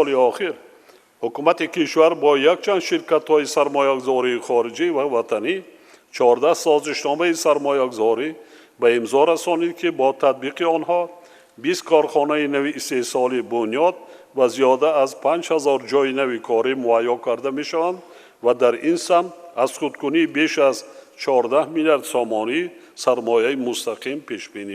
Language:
Tajik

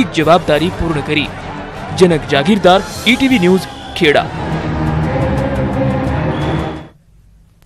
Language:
Gujarati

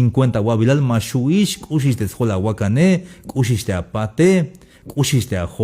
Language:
Tzeltal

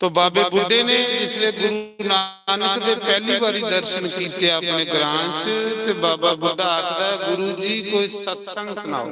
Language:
Dogri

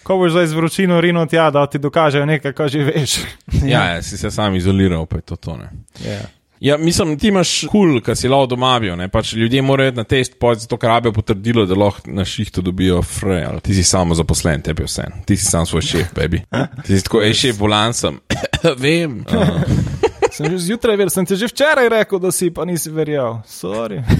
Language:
Slovenian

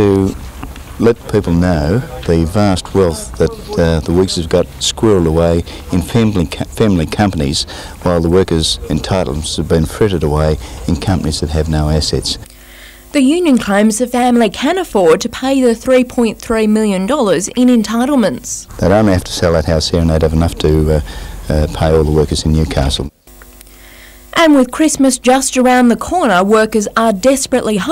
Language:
English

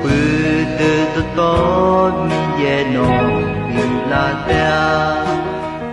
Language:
Akha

